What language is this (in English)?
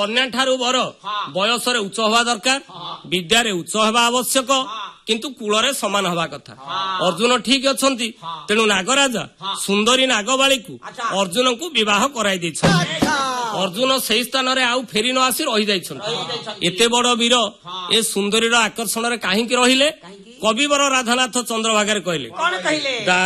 Odia